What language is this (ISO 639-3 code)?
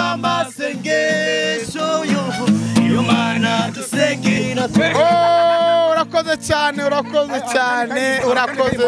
kin